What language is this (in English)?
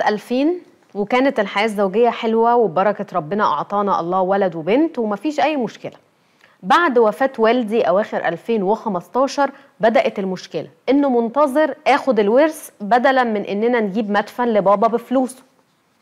Egyptian Arabic